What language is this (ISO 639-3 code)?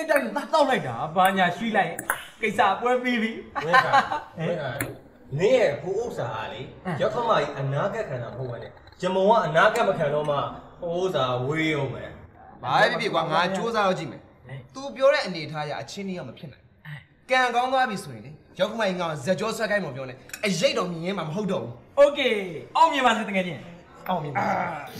mya